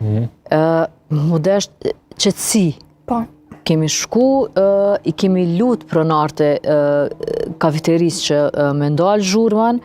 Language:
Albanian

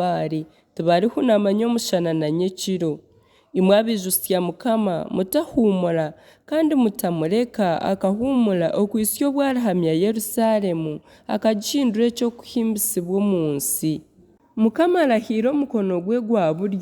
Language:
Nyankole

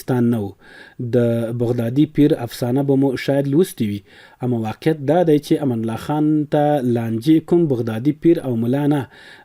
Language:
Pashto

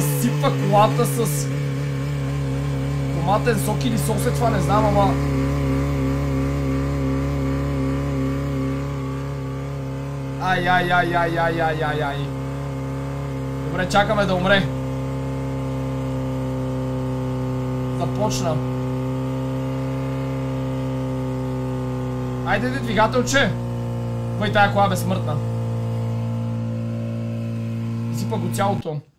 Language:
Bulgarian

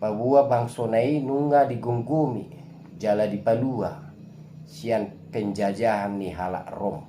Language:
Batak Toba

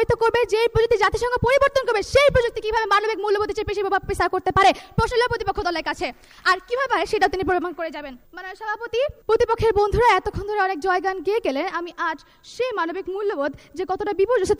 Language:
Bangla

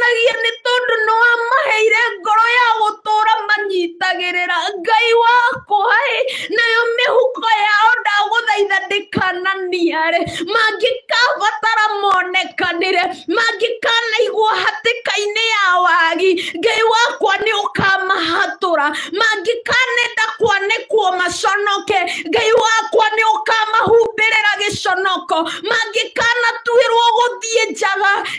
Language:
Kikuyu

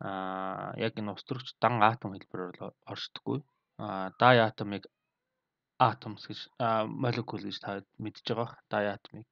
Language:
Mongolian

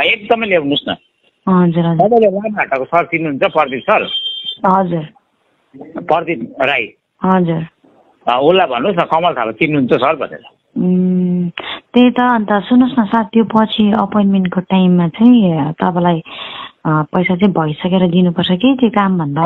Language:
Nepali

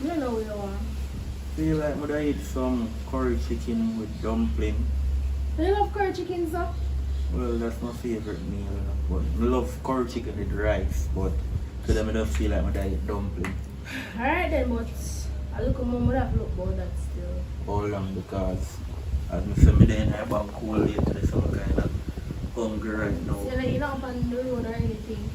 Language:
Jamaican Creole English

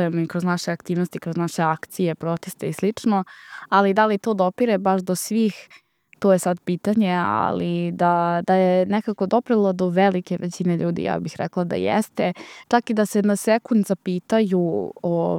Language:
Serbian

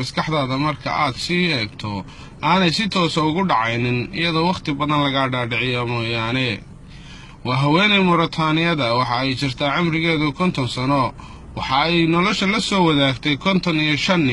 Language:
Somali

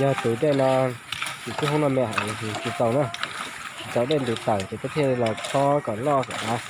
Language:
Hmong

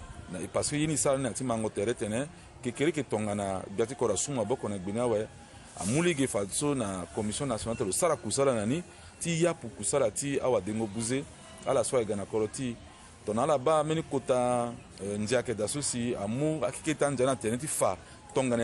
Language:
Sango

